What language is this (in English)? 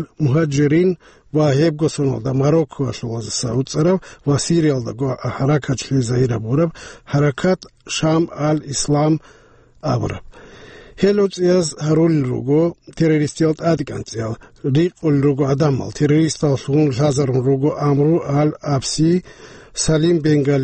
Avaric